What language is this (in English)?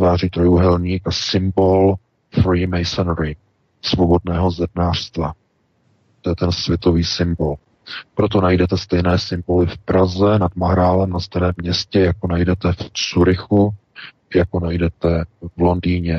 Czech